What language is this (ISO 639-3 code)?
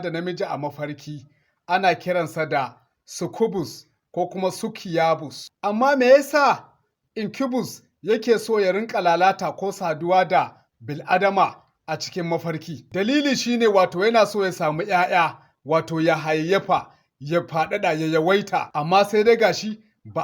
hau